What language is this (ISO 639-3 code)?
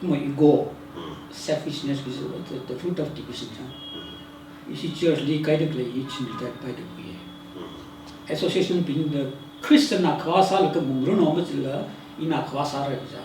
nmf